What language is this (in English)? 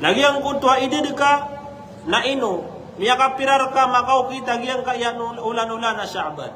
Maranao